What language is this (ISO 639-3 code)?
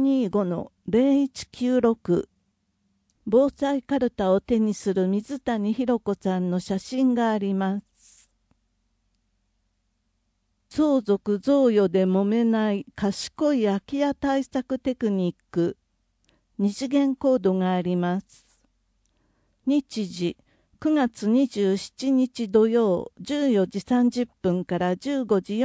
jpn